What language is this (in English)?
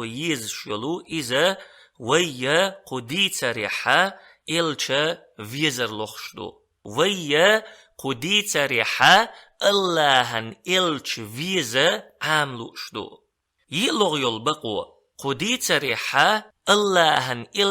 Chechen